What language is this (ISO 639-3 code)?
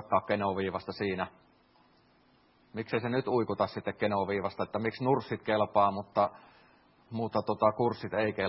fin